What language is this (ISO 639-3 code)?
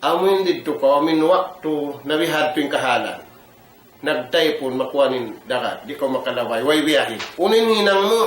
tsg